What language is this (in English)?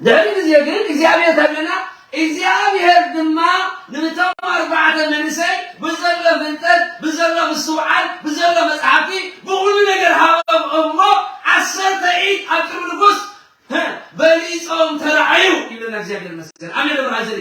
Tigrinya